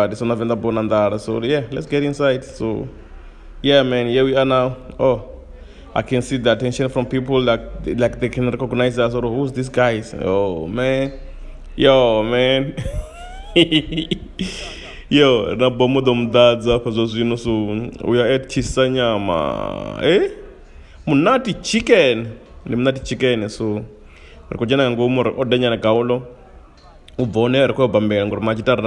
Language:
Venda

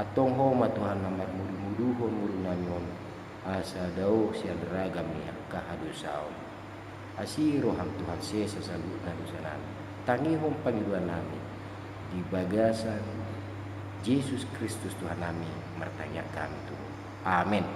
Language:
Batak Toba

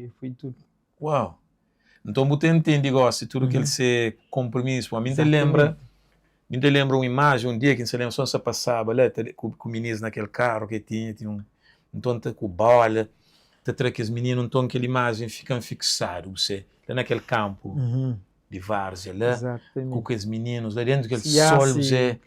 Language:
Kabuverdianu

